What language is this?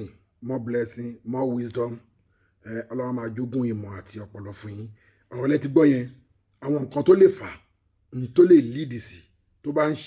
Yoruba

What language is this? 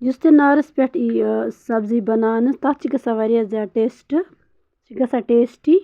Kashmiri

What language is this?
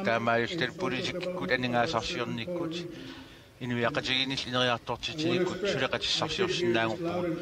Kalaallisut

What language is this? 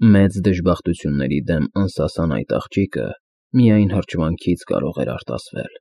Armenian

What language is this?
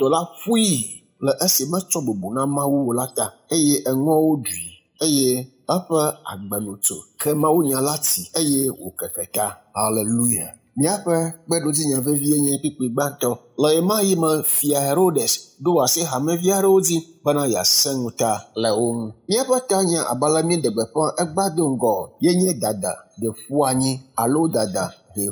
Ewe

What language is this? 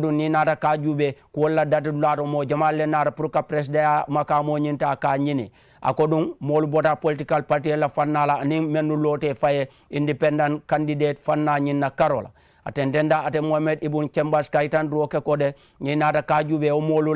Mandingo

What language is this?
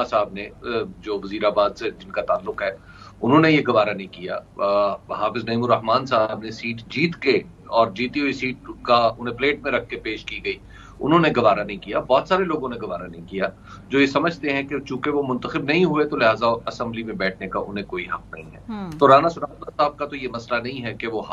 Urdu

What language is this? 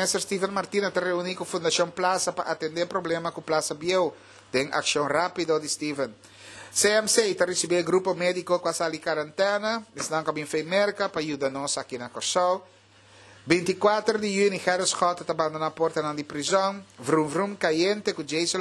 Papiamento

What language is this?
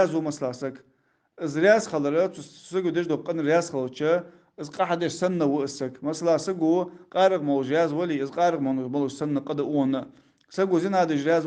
Ingush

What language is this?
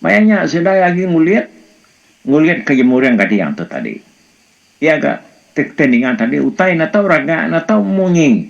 Iban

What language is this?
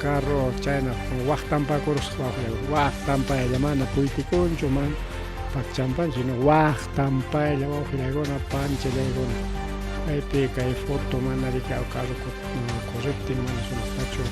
Ayacucho Quechua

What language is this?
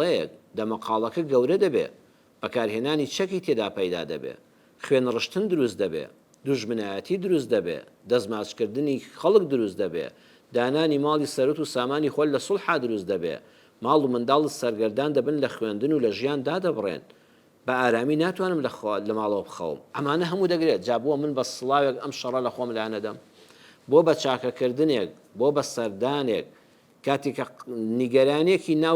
Central Kurdish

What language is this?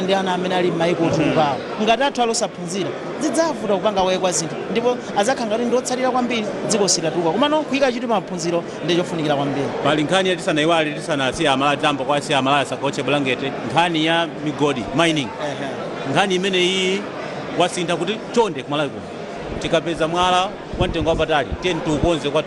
Nyanja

